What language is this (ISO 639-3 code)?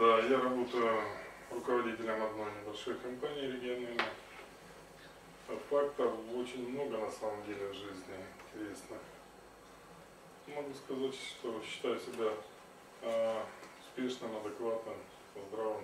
rus